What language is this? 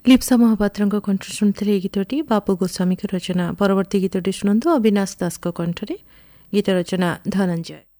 Odia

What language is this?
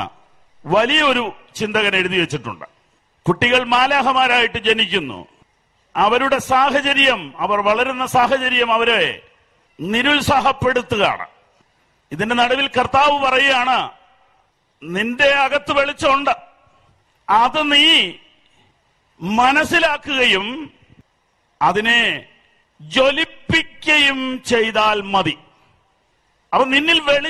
Malayalam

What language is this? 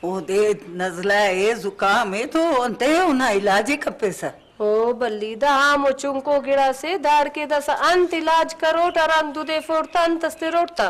Brahui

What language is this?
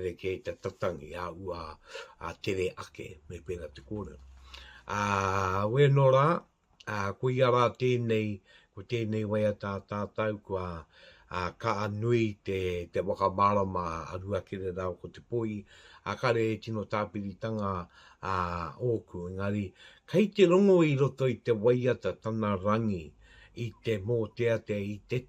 Māori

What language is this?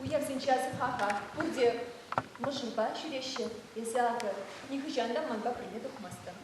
Chuvash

